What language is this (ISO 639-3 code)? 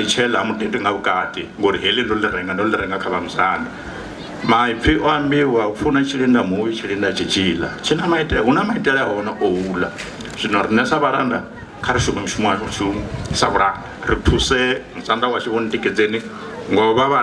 ven